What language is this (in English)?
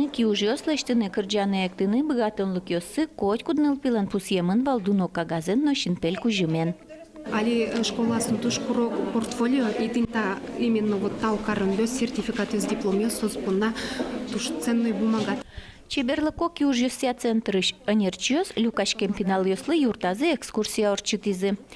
Udmurt